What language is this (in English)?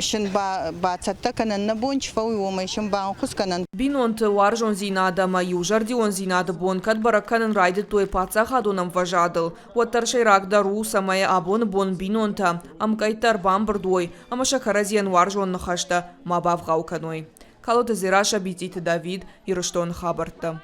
Ossetic